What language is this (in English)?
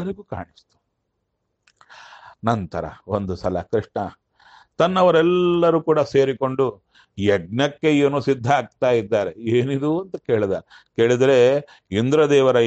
Kannada